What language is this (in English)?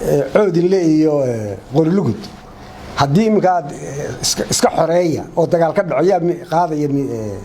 Somali